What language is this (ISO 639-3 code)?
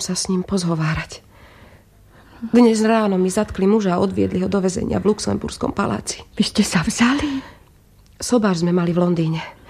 slk